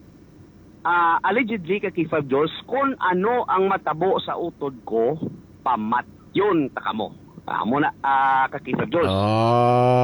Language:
Hiligaynon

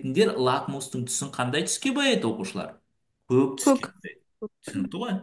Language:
Kazakh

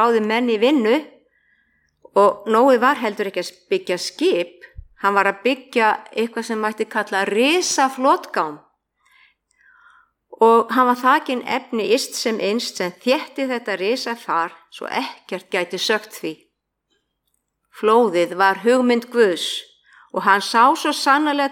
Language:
Icelandic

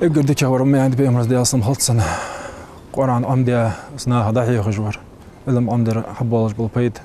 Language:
Ingush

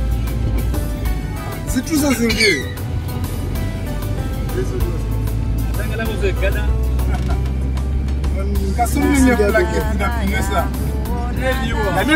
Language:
Swahili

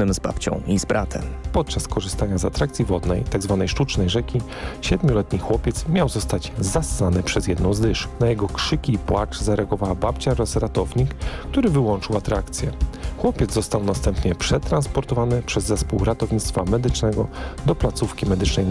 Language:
Polish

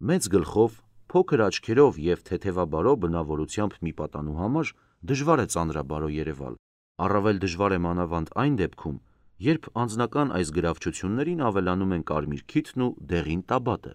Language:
Armenian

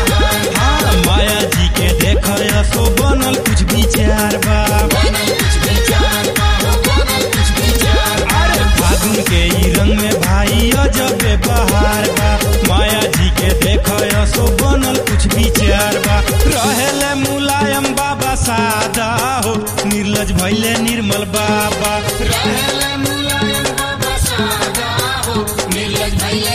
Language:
Bhojpuri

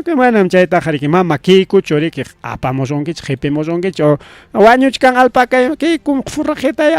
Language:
Ayacucho Quechua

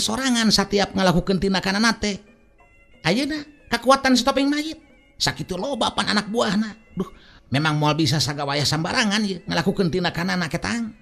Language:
Sundanese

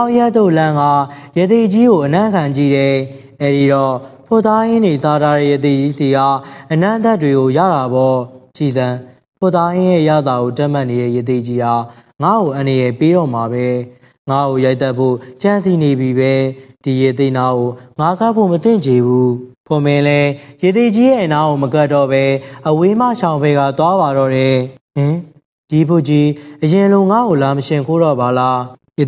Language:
Burmese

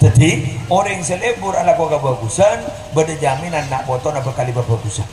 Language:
Madurese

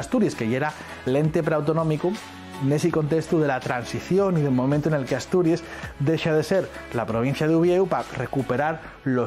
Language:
Asturian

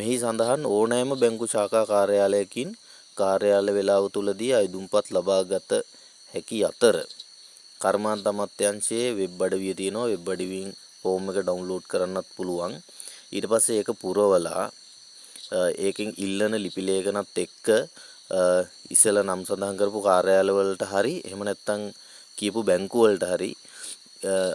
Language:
Sinhala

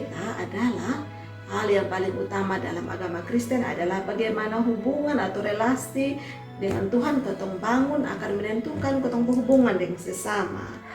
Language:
Kupang Malay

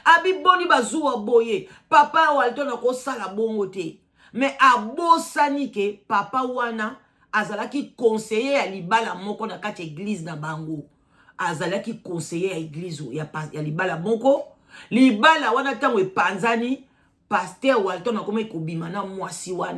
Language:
Lingala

